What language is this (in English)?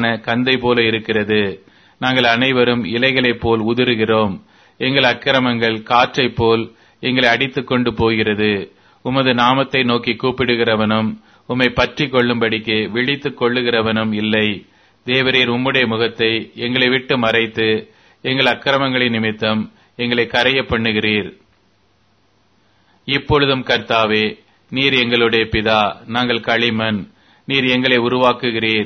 Tamil